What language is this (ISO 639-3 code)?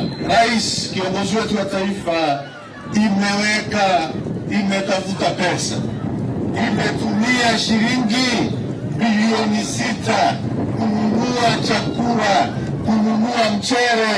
mer